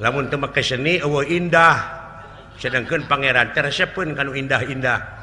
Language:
Sundanese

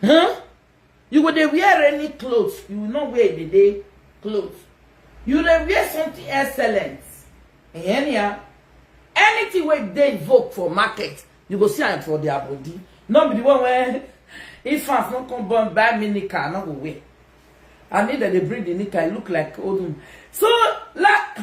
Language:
Nigerian Pidgin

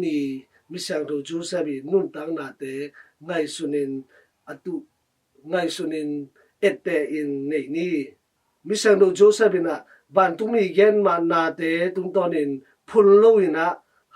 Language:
Tedim Chin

